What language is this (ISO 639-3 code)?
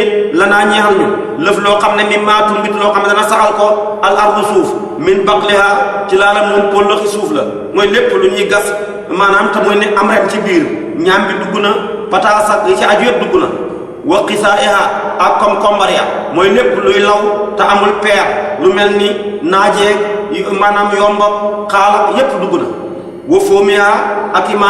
wol